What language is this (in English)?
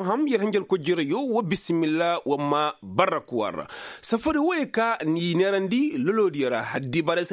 Koyraboro Senni